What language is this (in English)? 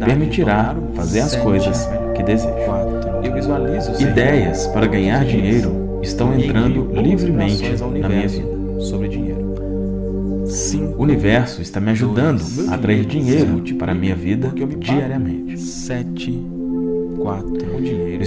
Portuguese